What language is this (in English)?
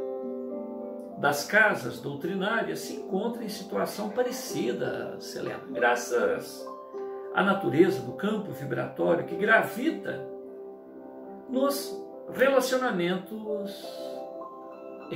Portuguese